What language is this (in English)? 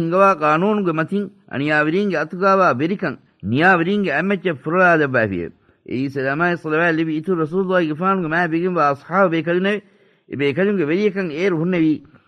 Divehi